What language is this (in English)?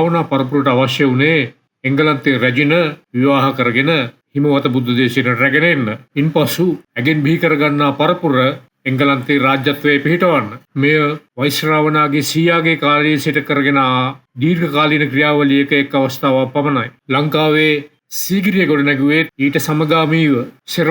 Sinhala